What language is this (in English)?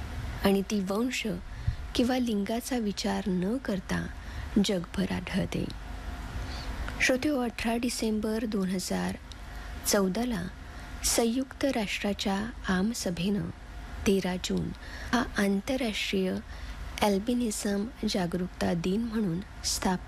Marathi